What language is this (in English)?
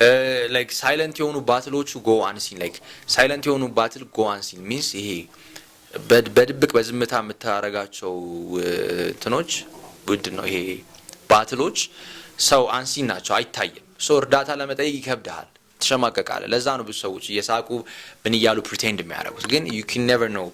Amharic